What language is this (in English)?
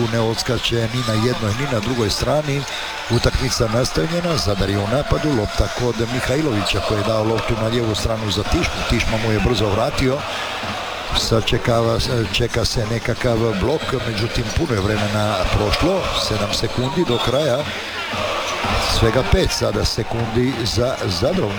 Croatian